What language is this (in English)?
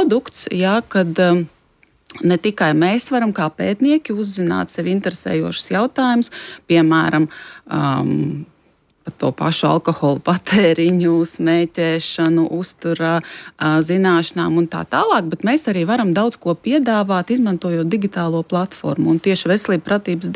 Latvian